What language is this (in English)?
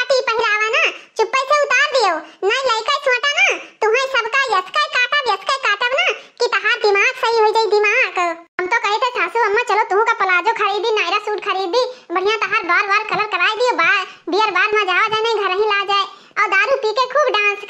Awadhi